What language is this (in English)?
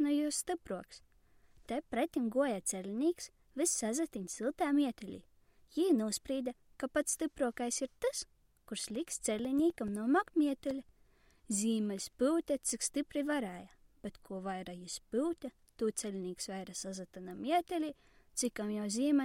Latgalian